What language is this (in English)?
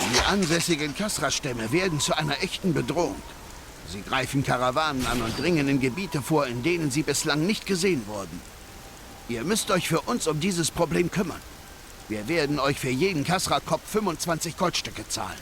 Swiss German